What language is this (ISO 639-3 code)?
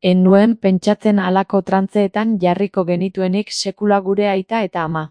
eus